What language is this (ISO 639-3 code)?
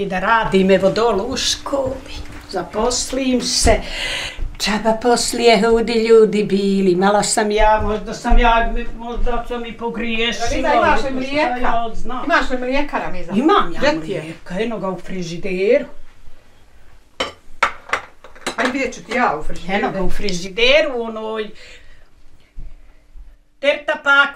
bos